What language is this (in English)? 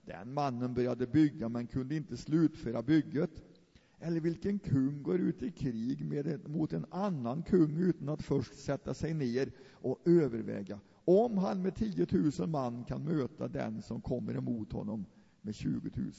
Swedish